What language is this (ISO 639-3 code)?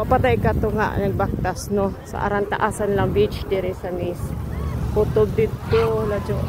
ceb